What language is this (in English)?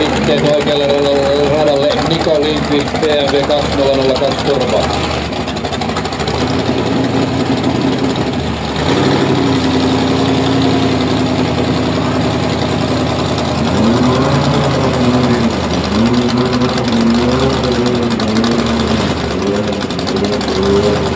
Finnish